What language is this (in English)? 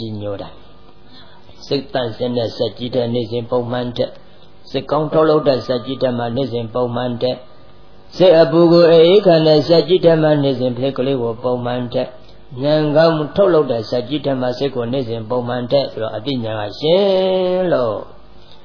Burmese